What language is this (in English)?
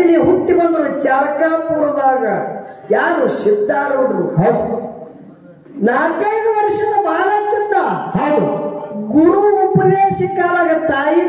Kannada